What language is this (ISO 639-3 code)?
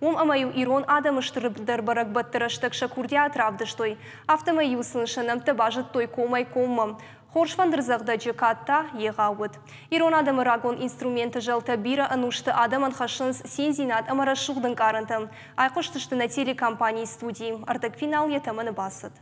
oss